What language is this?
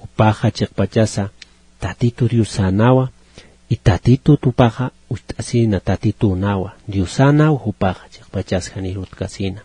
Aymara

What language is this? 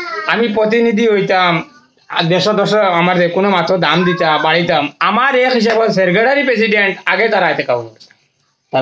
Sylheti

